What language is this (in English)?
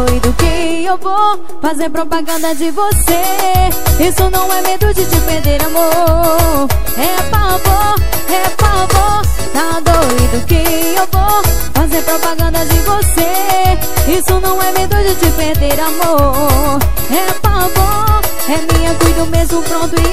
Portuguese